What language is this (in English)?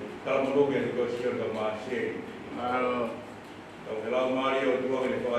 Tongan